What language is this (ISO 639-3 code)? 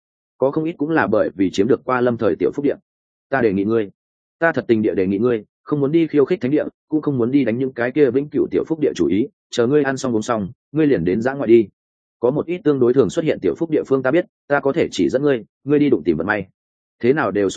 vie